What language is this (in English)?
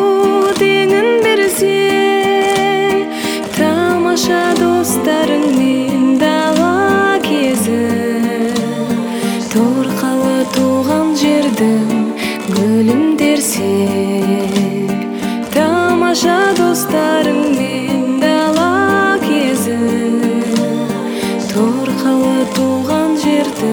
Kazakh